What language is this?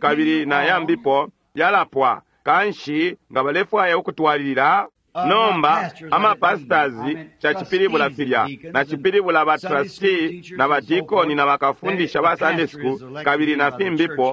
Bemba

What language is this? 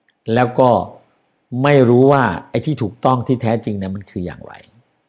Thai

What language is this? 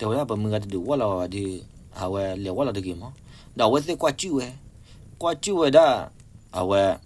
S'gaw Karen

